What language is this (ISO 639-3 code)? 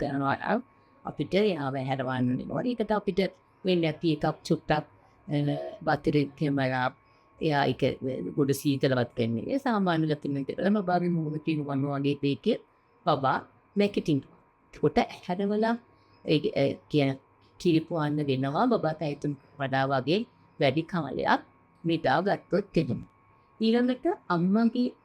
sin